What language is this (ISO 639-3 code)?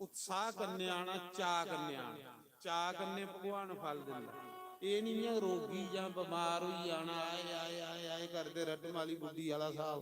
doi